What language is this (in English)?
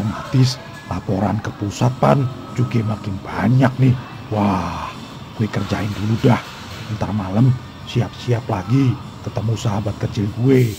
Betawi